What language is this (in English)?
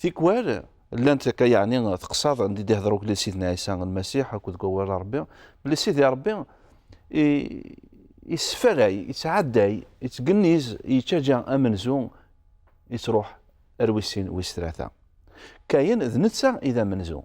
Kabyle